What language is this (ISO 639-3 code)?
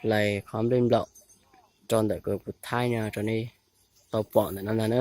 hmn